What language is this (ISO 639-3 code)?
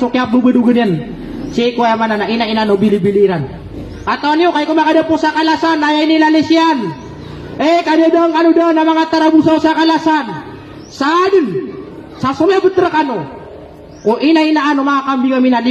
mrw